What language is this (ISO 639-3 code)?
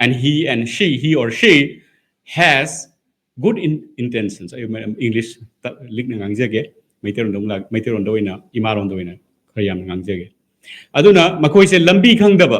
mni